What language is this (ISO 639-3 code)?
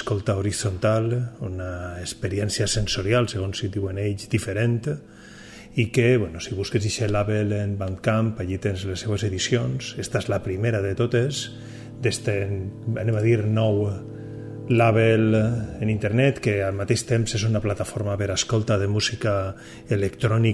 cat